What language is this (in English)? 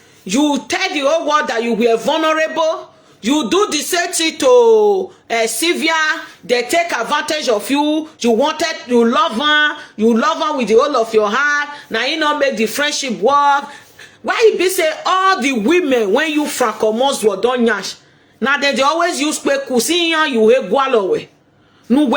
Nigerian Pidgin